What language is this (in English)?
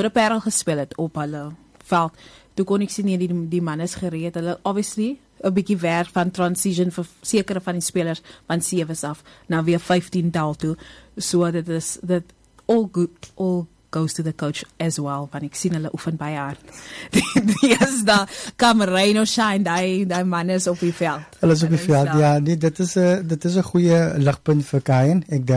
Afrikaans